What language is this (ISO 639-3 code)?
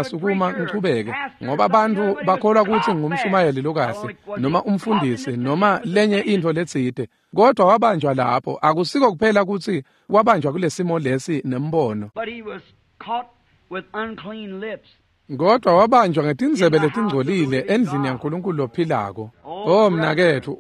ssw